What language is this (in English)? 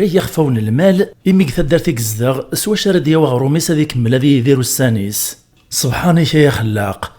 Kabyle